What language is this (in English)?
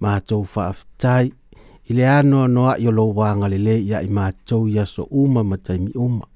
Samoan